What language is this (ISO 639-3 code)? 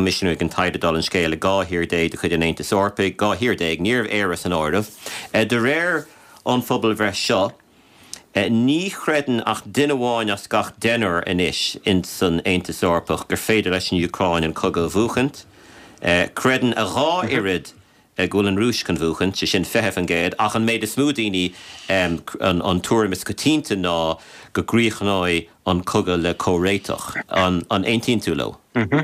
gle